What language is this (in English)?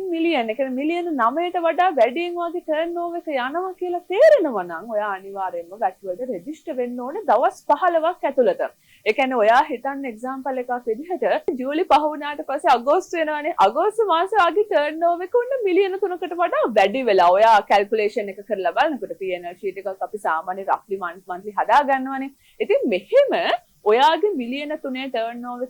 Sinhala